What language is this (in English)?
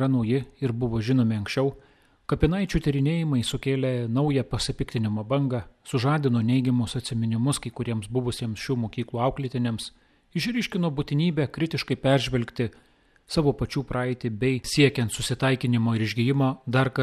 Lithuanian